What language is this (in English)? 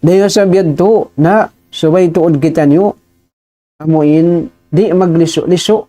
Tausug